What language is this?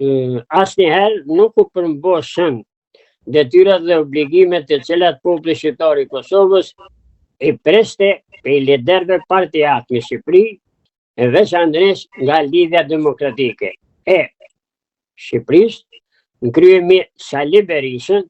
Albanian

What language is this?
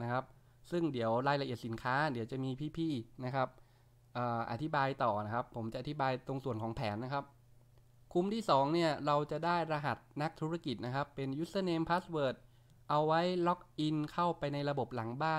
Thai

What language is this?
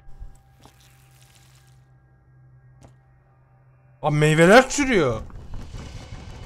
Turkish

